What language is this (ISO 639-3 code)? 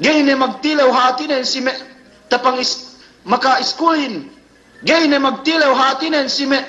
yka